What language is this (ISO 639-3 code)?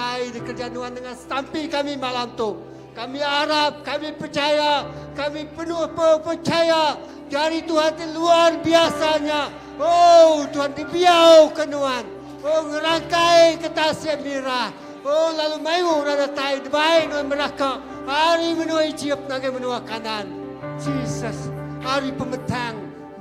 iba